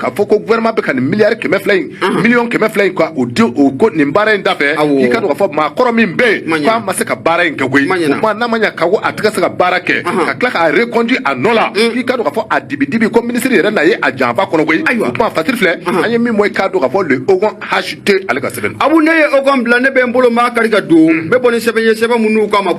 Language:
Bambara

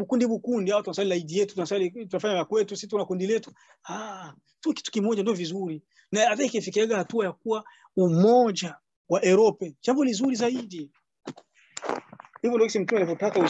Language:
Swahili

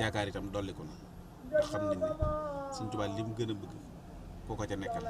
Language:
Wolof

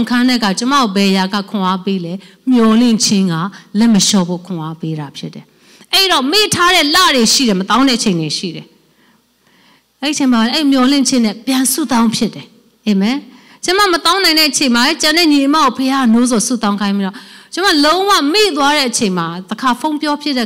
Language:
Burmese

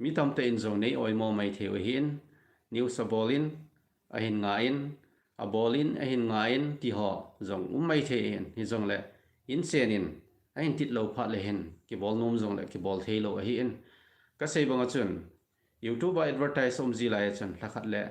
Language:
Thado Chin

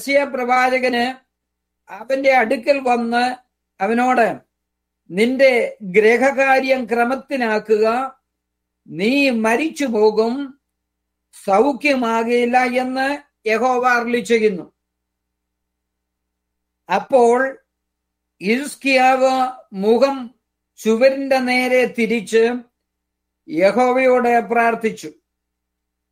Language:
Malayalam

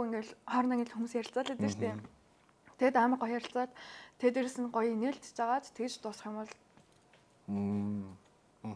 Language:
Mongolian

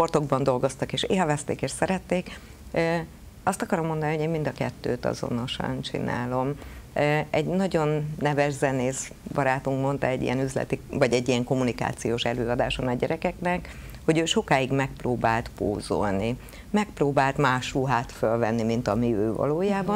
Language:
Hungarian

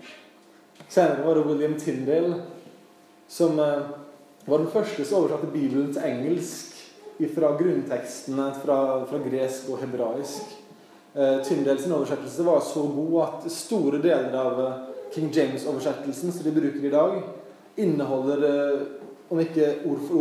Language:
Norwegian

